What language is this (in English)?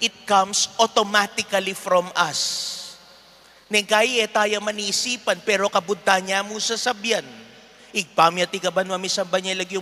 Pampanga